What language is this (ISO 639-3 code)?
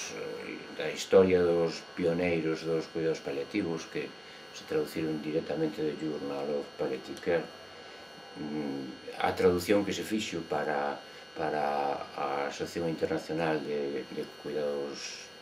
glg